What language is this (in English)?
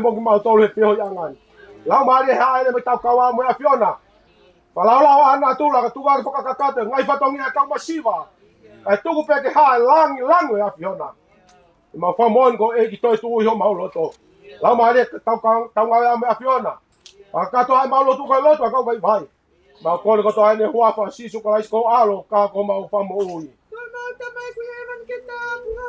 Tongan